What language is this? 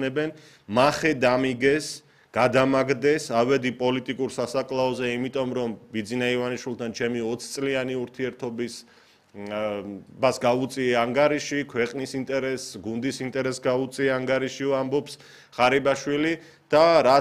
Georgian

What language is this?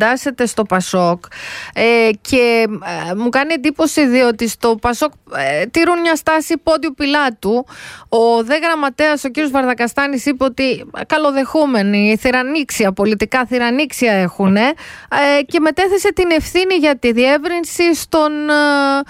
Greek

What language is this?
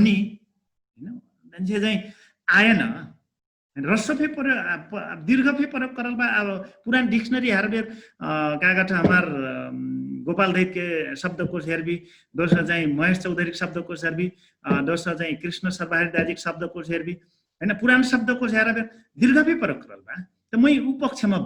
Dangaura Tharu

